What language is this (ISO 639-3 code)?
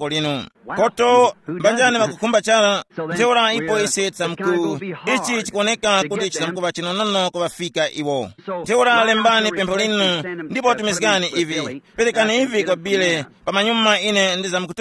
tum